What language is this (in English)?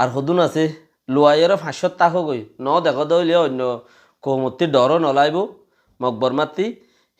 Rohingya